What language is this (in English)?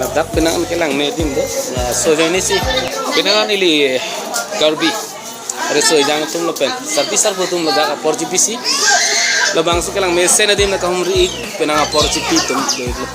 Karbi